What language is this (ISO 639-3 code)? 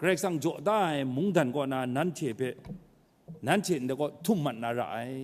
kac